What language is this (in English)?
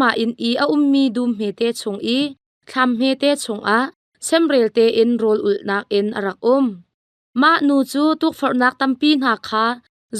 Hakha Chin